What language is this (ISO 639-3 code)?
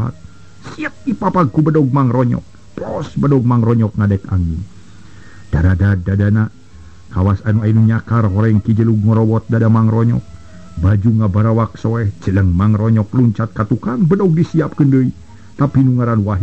sun